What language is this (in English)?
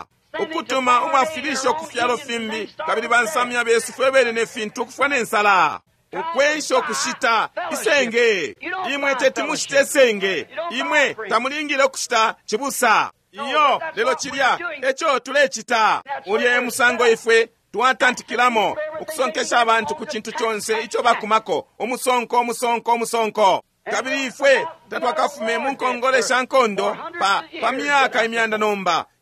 Bemba